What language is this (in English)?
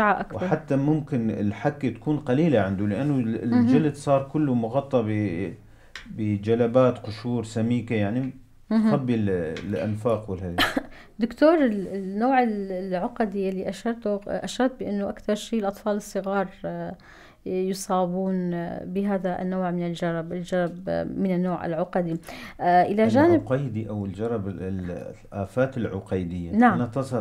North Levantine Arabic